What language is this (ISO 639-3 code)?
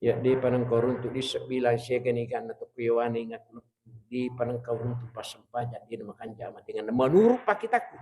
bug